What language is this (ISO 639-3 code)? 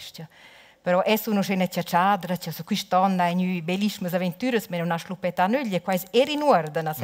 roh